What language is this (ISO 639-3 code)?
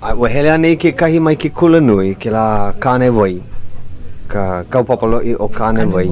haw